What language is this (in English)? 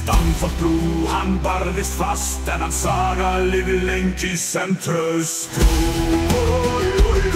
Icelandic